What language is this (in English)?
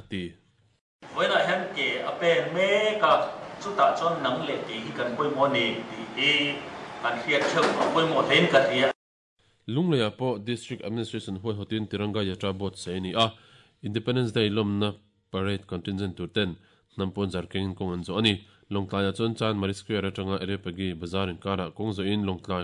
Mizo